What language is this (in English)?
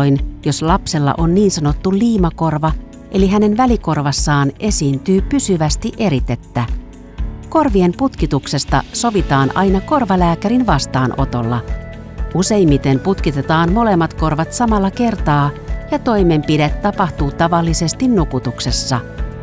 Finnish